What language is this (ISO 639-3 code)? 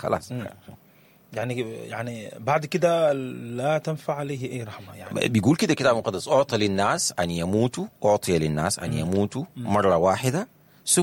apd